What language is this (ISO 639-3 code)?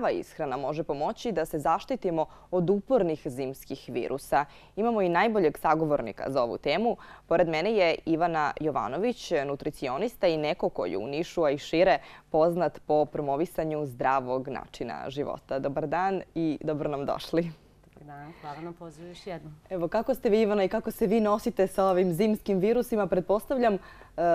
srp